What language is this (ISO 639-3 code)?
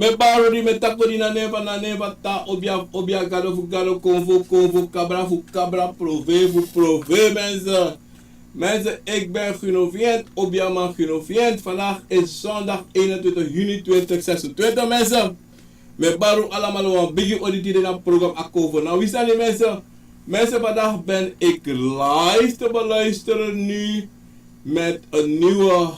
srn